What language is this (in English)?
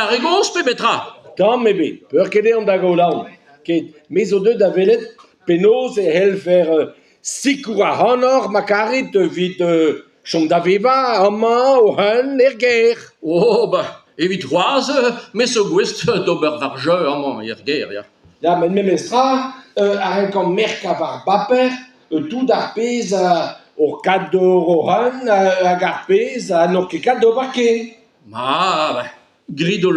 Breton